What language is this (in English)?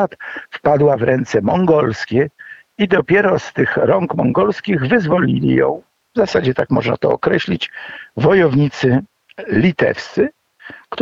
Polish